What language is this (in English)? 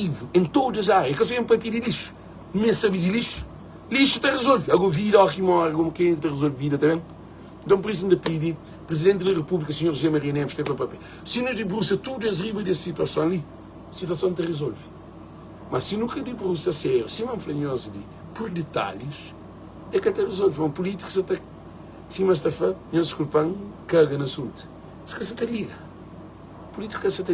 Kabuverdianu